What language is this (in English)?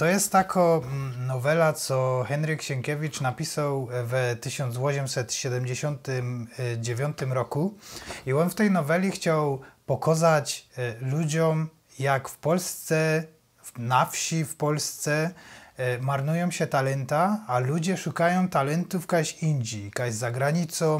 Silesian